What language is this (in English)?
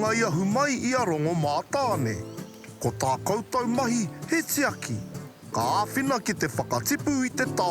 Māori